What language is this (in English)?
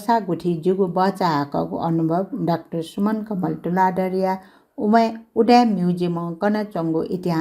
Newari